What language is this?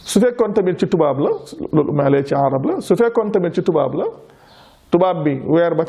Wolof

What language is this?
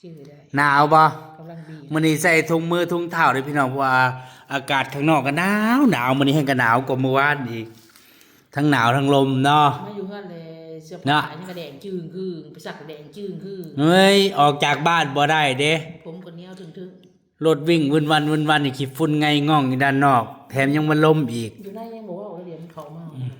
Northeastern Thai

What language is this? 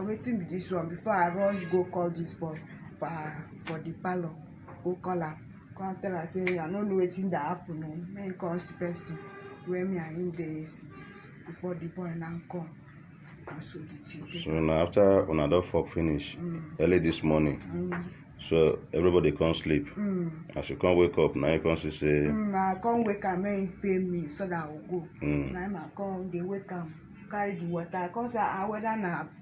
Nigerian Pidgin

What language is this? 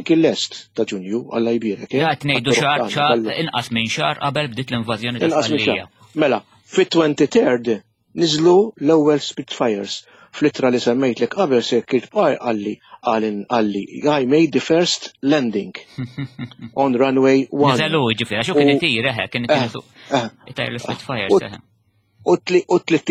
Maltese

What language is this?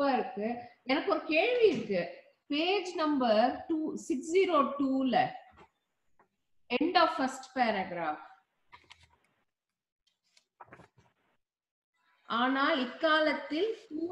Tamil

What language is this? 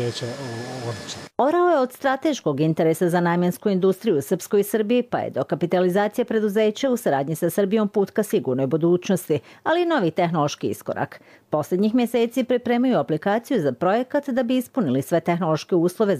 Croatian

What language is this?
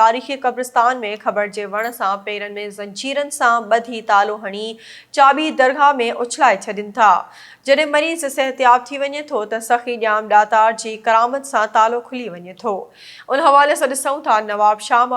Sindhi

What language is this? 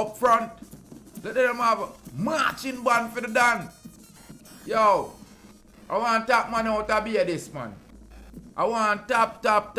Jamaican Creole English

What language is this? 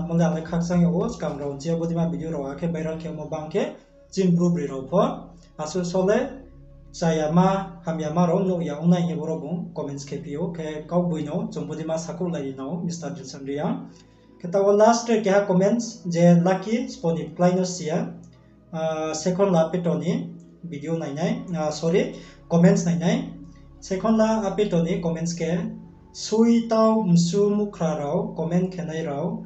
Riang (India)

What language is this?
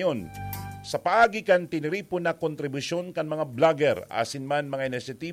Bikol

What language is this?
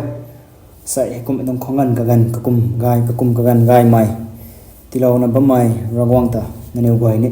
Rongmei Naga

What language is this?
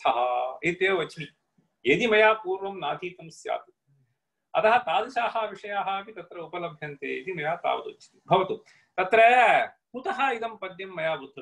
Sanskrit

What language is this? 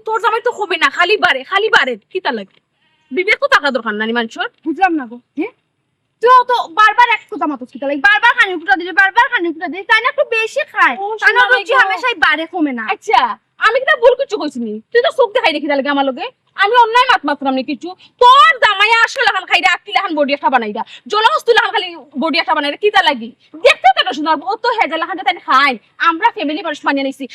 Sylheti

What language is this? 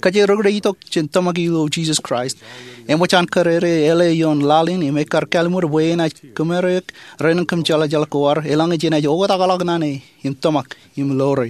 Marshallese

